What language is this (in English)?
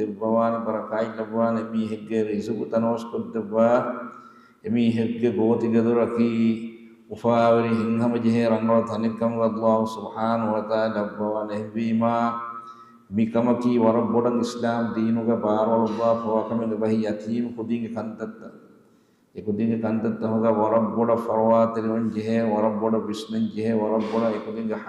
Divehi